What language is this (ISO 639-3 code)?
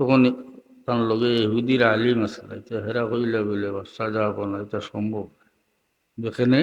syl